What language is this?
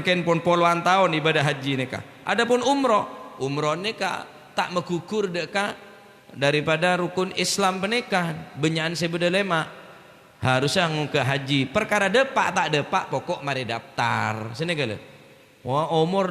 Madurese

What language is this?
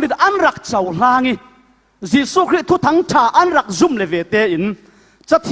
Falam Chin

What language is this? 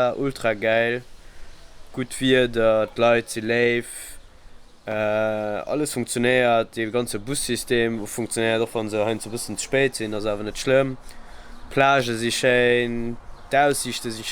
Luxembourgish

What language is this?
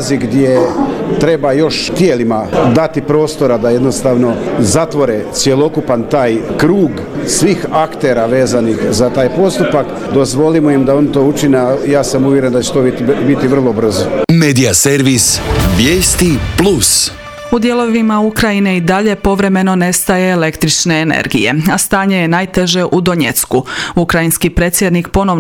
Croatian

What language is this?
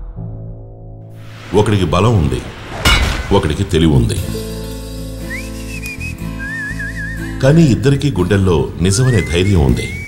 Telugu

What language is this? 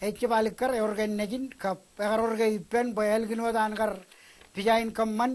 Marshallese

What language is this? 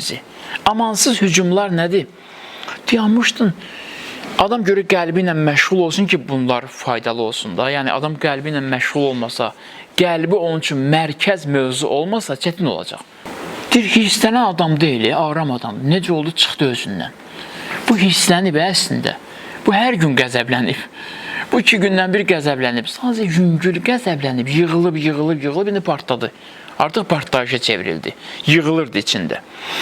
Azerbaijani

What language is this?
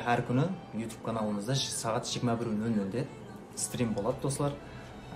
Kara-Kalpak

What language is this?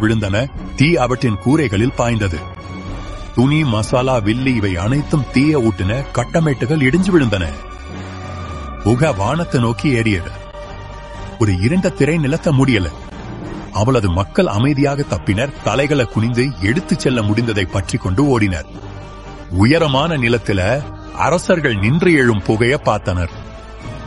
Tamil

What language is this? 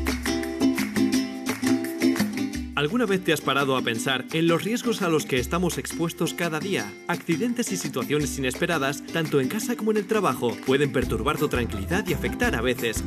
Spanish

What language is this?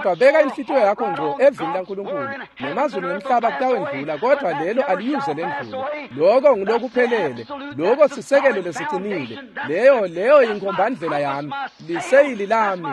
Swati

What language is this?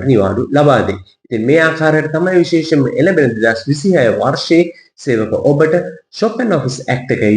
Sinhala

